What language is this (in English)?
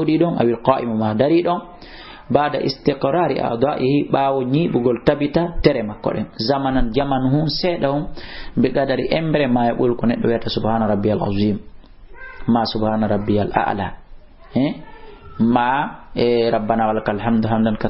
Fula